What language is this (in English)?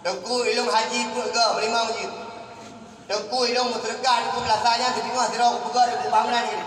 Achinese